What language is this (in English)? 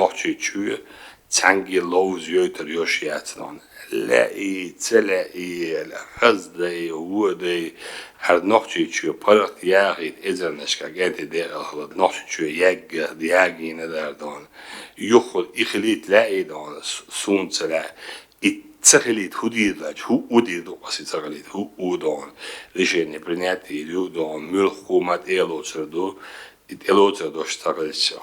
Chechen